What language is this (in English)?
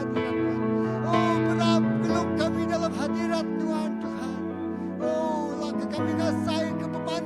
Iban